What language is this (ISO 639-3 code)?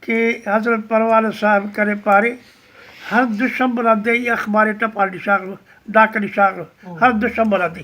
brh